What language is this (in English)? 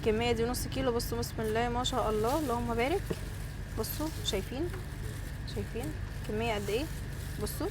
Egyptian Arabic